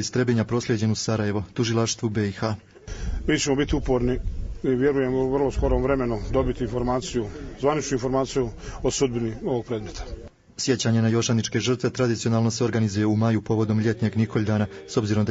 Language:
Bosnian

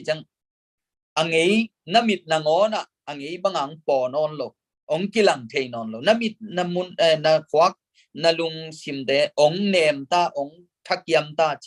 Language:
Tedim Chin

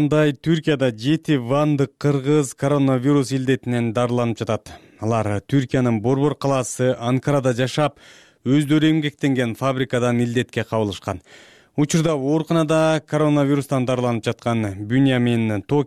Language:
Kyrgyz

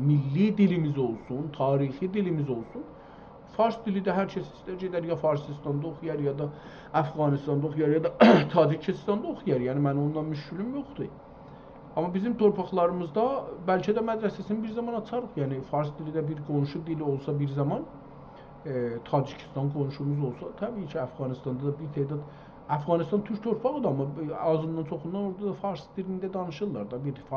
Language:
South Azerbaijani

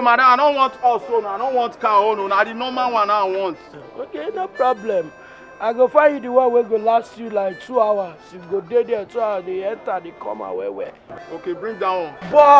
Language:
Nigerian Pidgin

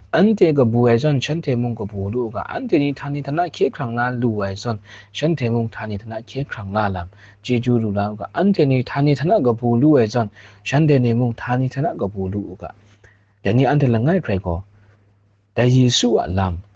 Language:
Kachin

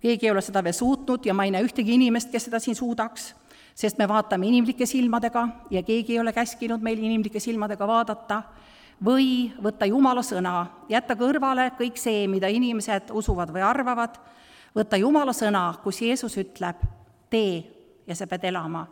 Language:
Estonian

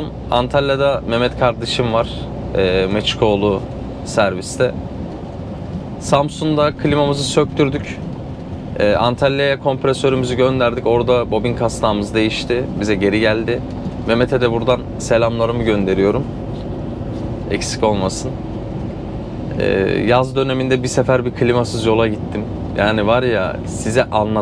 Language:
Turkish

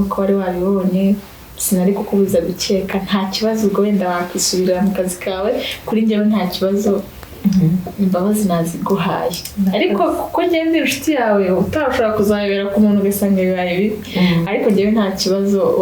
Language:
Kinyarwanda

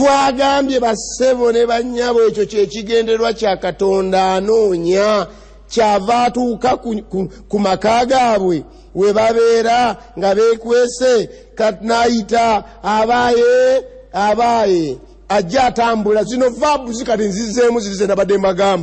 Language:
Ganda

